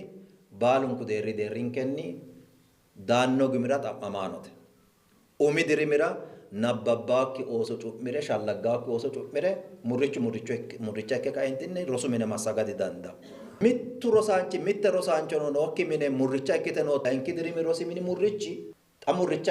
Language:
Sidamo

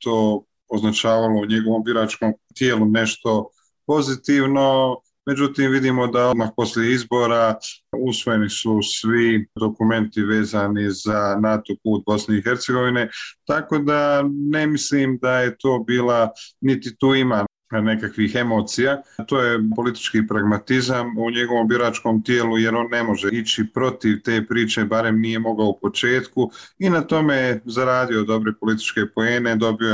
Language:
Bosnian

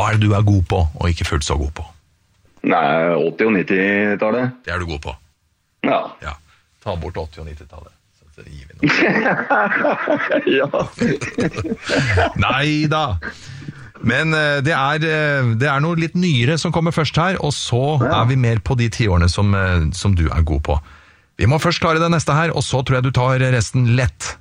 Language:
Norwegian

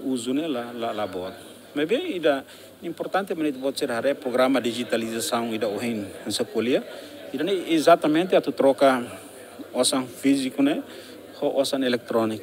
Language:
Tetum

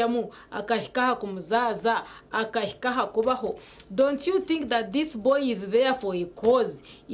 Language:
Nyankole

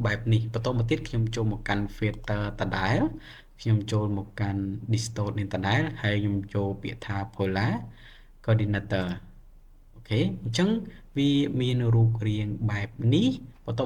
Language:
Khmer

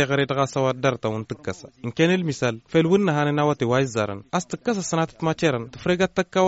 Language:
Tamasheq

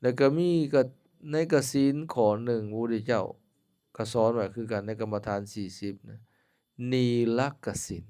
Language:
Lao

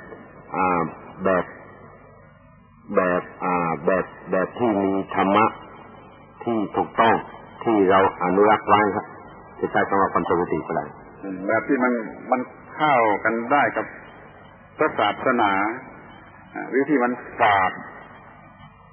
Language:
Thai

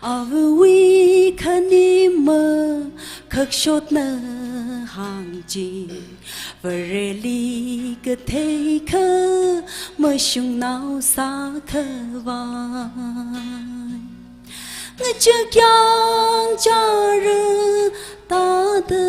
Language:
Tangkhul Naga (India)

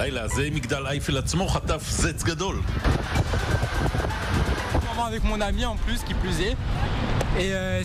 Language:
Hebrew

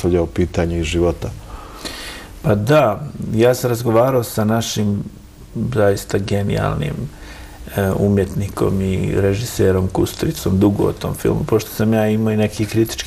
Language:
Bosnian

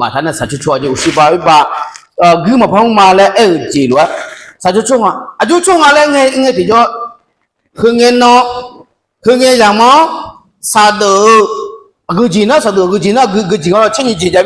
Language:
Akha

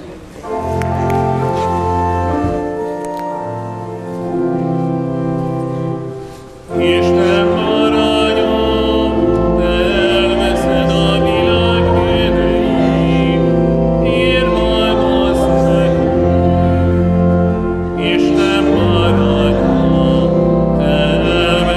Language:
Hungarian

